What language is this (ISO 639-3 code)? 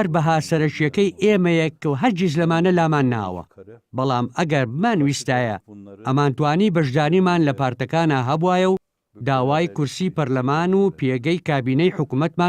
ckb